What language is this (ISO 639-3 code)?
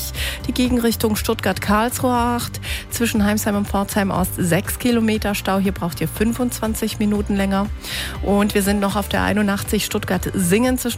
deu